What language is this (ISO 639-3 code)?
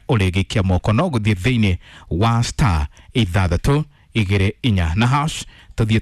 kik